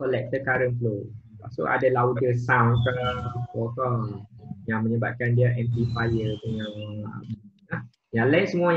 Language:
Malay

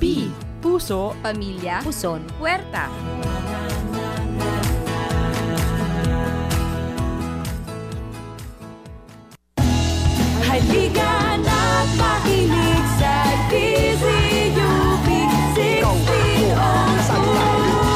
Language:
Filipino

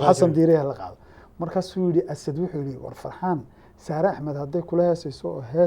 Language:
Somali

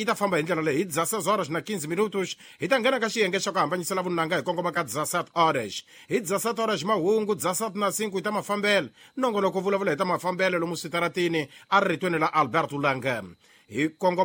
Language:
Tsonga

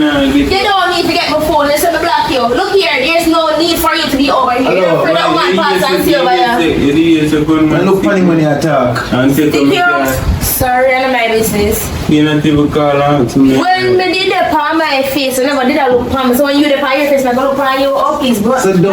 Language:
Jamaican Creole English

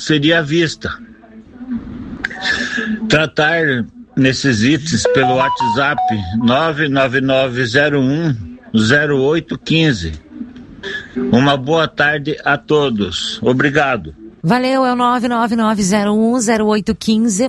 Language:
Portuguese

